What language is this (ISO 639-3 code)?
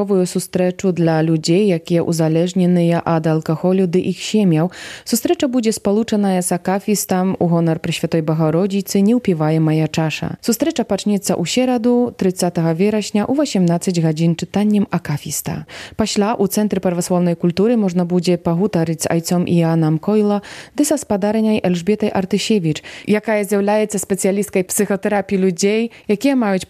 bel